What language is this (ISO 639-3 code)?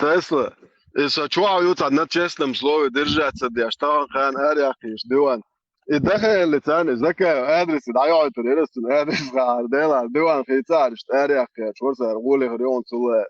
che